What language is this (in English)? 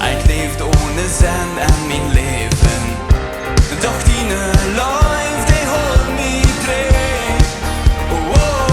Plautdietsch